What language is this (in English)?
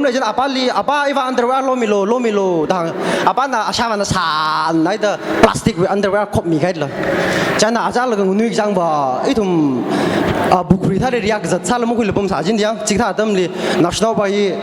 Tangkhul Naga (India)